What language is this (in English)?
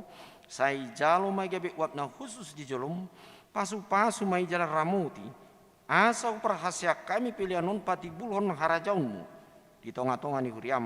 Batak Toba